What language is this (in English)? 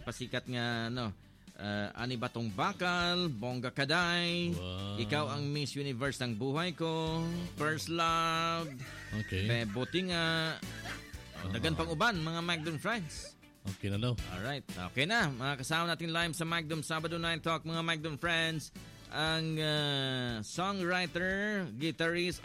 Filipino